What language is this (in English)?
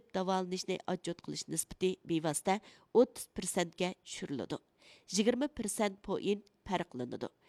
Uyghur